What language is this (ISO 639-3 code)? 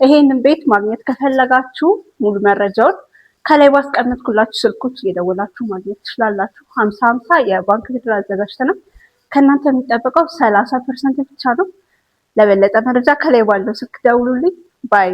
amh